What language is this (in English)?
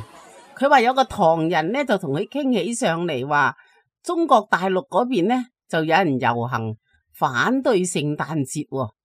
Cantonese